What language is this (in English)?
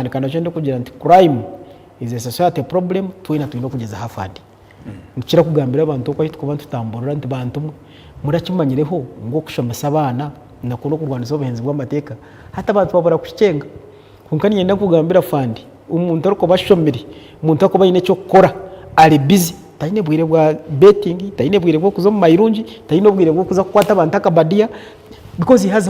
Nyankole